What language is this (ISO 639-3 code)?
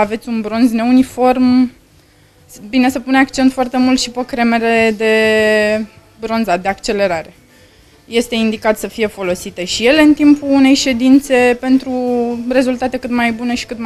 ron